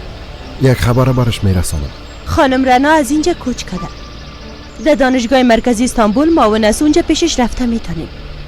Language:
Persian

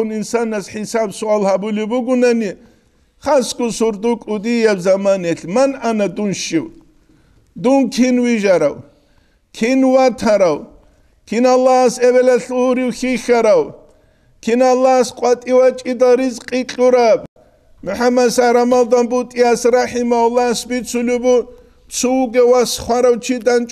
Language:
Avaric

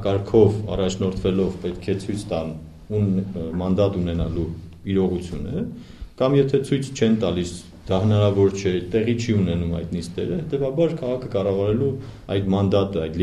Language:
Armenian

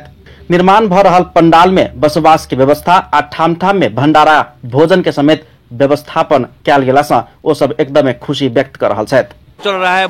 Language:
Maithili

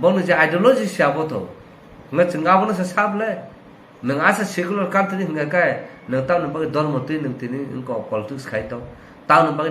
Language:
Kok Borok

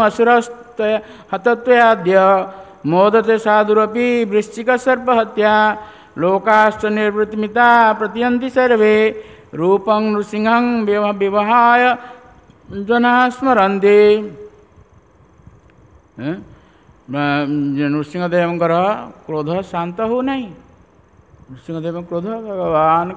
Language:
Odia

